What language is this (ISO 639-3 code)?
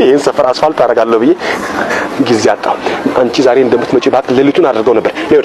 amh